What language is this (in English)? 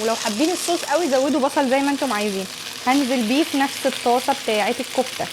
Egyptian Arabic